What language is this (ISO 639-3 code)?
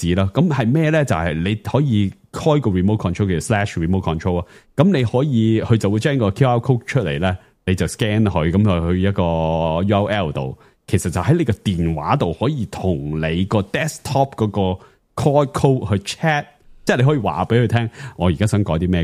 yue